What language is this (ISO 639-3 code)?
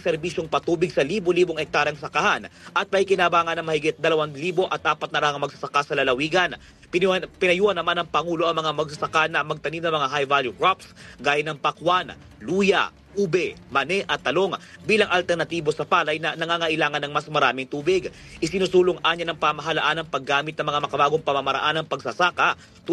fil